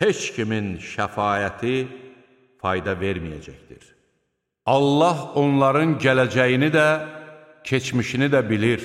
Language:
Azerbaijani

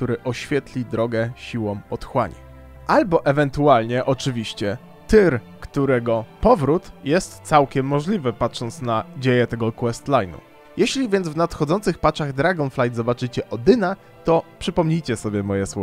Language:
Polish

